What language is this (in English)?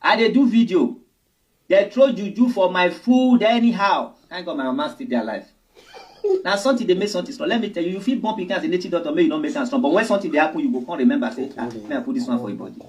Nigerian Pidgin